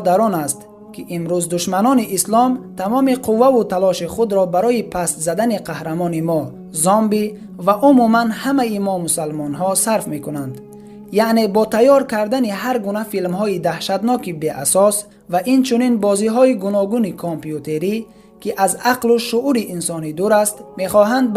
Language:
Tajik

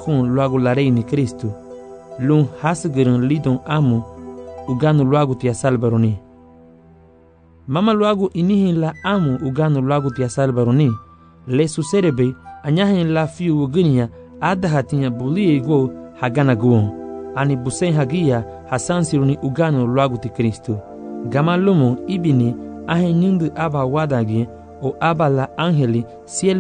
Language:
Garifuna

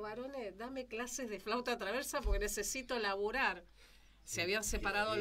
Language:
Spanish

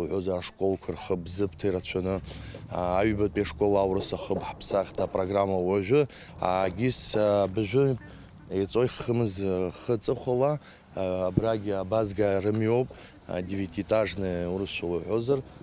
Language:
Abkhazian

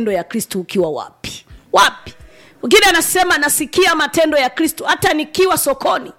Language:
Swahili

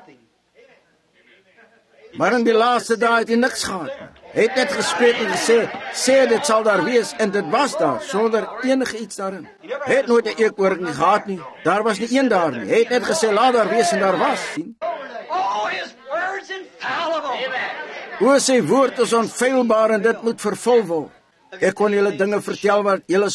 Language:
Afrikaans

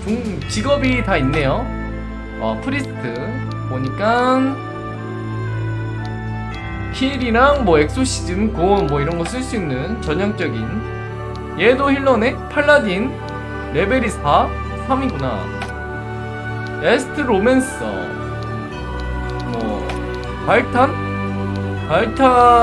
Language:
Korean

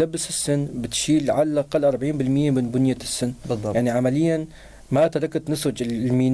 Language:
North Levantine Arabic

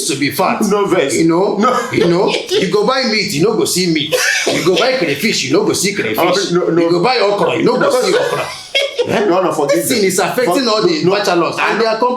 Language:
Nigerian Pidgin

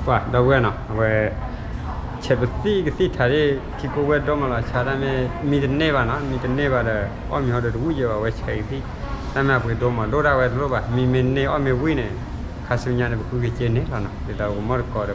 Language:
S'gaw Karen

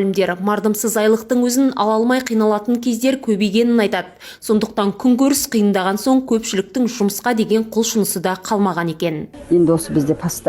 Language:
Kazakh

